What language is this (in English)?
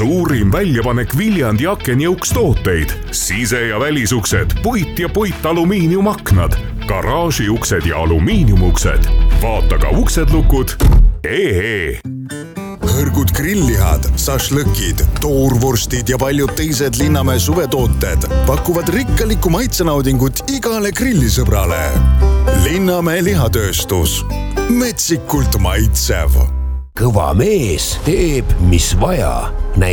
Estonian